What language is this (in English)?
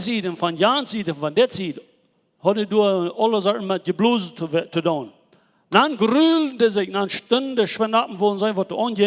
Plautdietsch